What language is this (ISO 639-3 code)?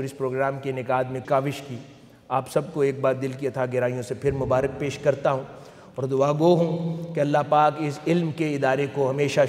urd